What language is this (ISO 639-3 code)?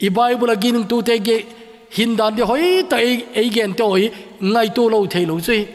tcz